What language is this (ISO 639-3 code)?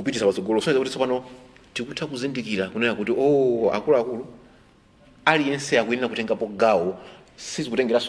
nya